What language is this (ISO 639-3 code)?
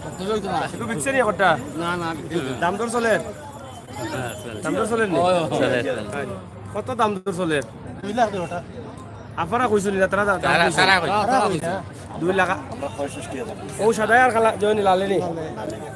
syl